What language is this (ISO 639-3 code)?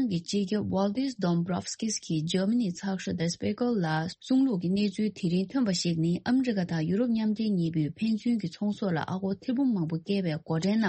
bod